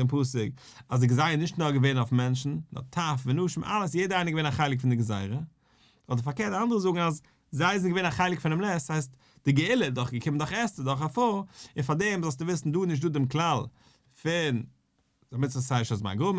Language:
Yiddish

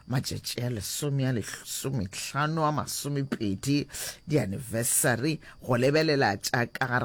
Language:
Northern Sotho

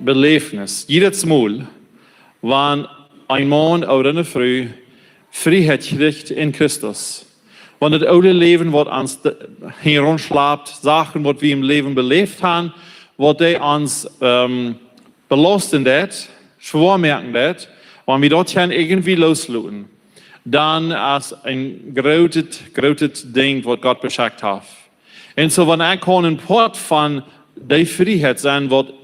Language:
Plautdietsch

